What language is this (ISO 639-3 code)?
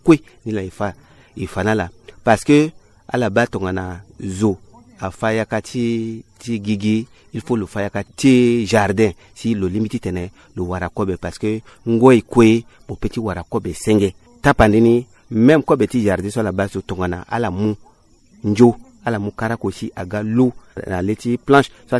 sag